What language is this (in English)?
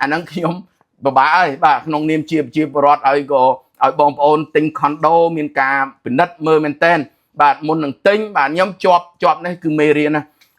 Khmer